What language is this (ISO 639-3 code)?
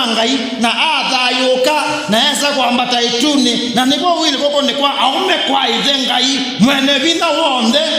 kam